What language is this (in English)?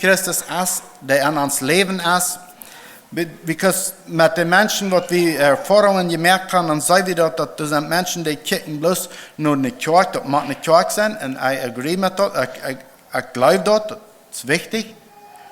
Plautdietsch